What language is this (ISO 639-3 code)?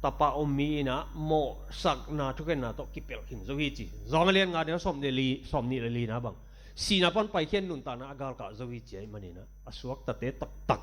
ctd